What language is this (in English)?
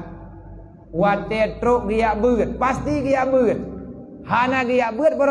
Achinese